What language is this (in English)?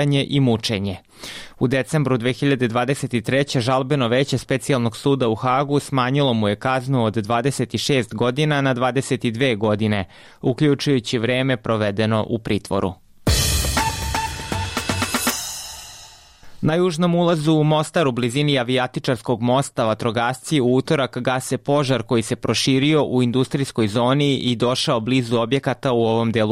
Serbian